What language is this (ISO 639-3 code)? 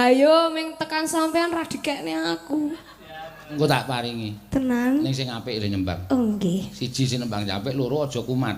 jav